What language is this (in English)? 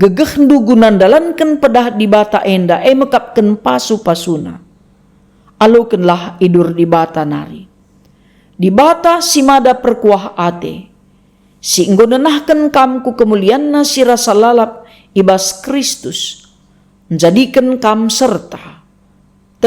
Batak Karo